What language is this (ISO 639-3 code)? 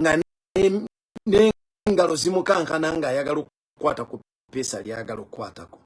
lug